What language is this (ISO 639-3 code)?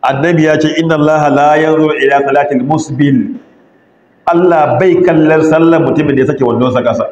hau